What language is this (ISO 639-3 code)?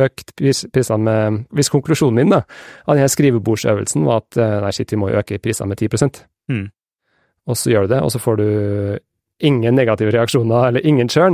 nor